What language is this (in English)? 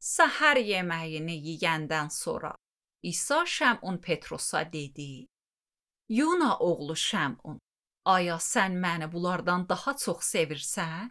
Azerbaijani